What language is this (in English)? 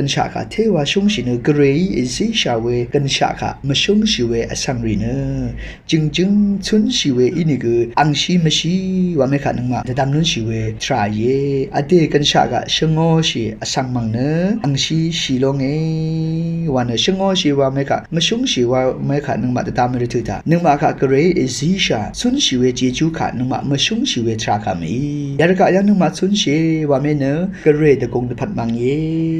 Rawang